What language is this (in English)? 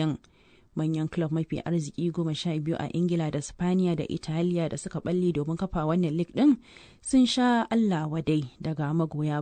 Hausa